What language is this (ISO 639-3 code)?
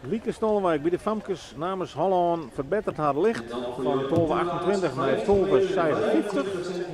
fry